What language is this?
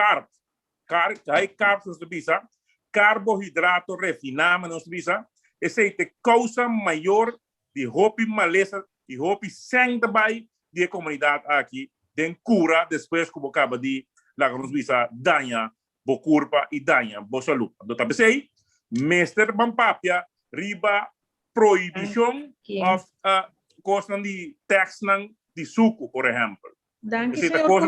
Papiamento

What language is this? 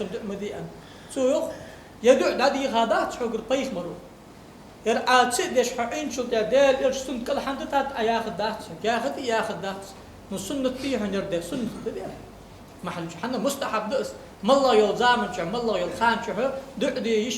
Ingush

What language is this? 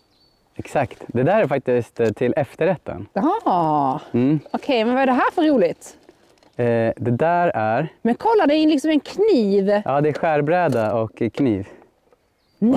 Swedish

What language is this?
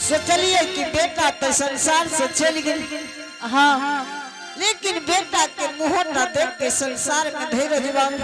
Angika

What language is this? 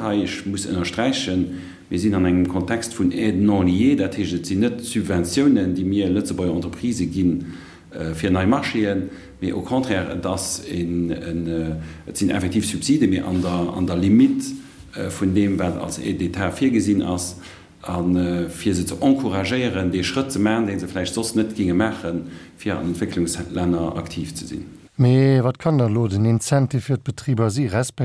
Luxembourgish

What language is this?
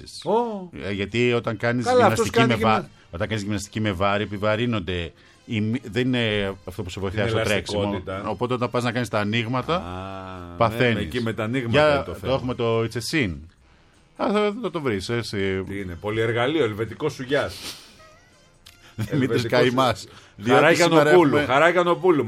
Greek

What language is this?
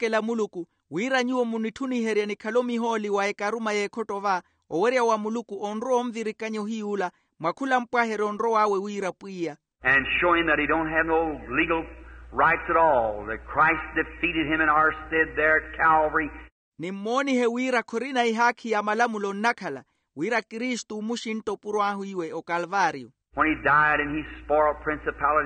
Makhuwa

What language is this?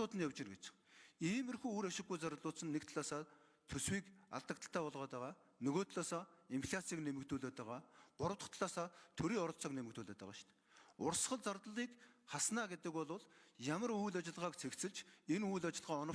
Mongolian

